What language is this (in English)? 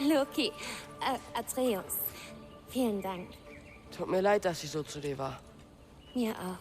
Bavarian